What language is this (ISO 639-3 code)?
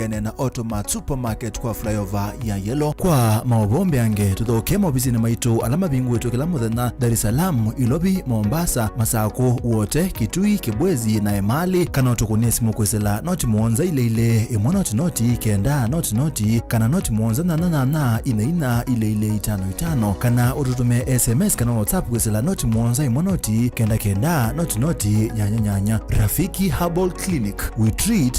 kam